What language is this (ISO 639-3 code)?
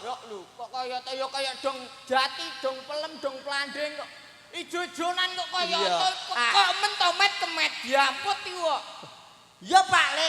jav